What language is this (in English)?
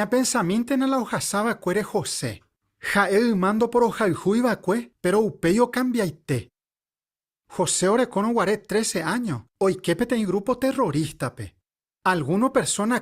Guarani